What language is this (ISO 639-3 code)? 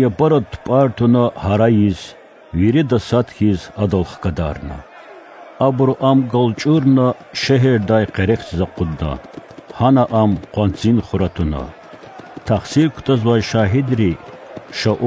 lez